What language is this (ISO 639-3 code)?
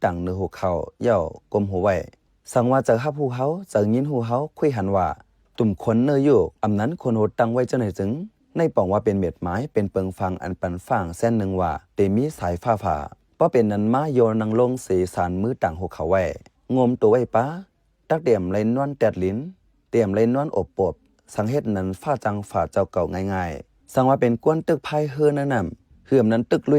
shn